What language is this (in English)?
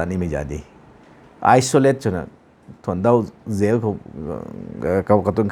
Rongmei Naga